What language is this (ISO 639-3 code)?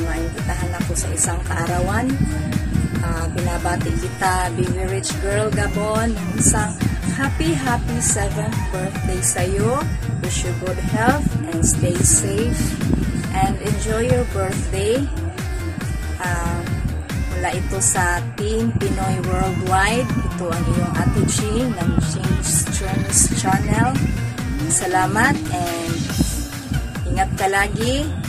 fil